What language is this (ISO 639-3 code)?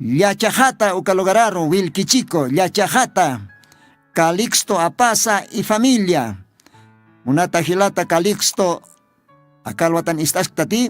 aym